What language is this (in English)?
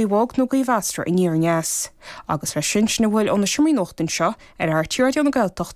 Irish